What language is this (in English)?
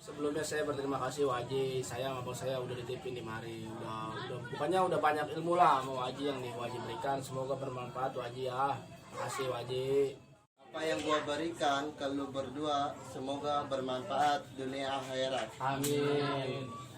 Betawi